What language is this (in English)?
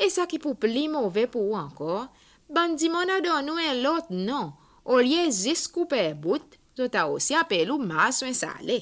Seselwa Creole French